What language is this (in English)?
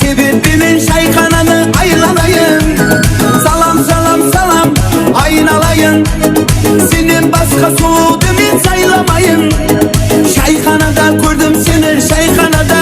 Kara-Kalpak